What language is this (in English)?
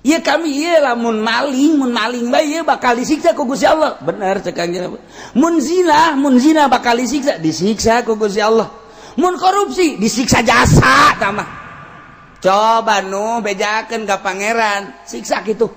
Sundanese